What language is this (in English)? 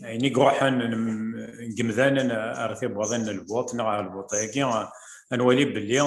Kabyle